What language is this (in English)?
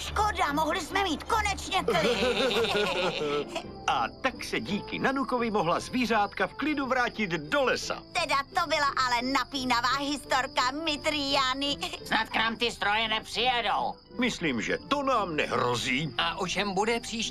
Czech